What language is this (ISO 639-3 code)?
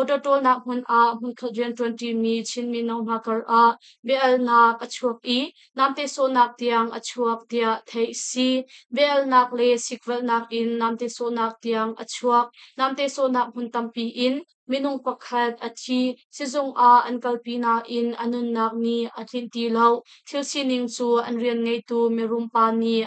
cnh